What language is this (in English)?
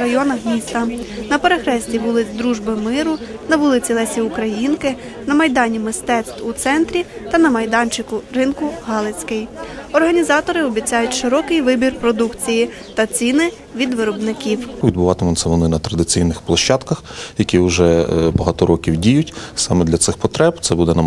Ukrainian